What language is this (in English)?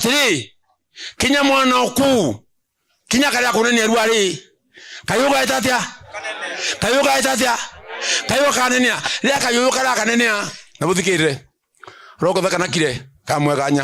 Meru